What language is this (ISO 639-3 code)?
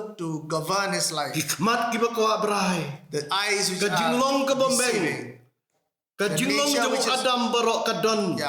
kha